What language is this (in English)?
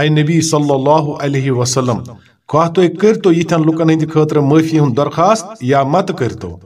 Kashmiri